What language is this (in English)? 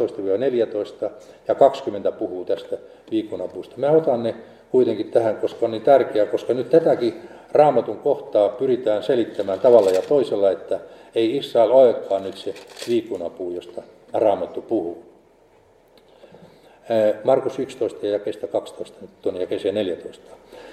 Finnish